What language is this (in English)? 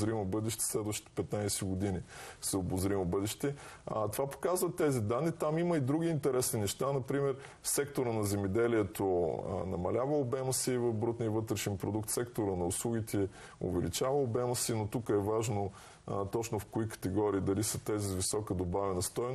Bulgarian